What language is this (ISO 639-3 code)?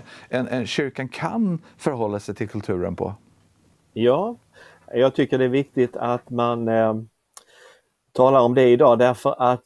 swe